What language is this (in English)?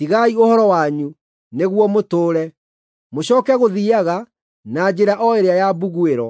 Kikuyu